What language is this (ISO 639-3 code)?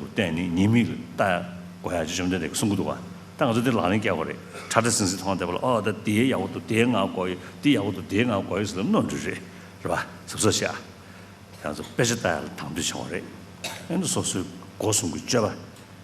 bod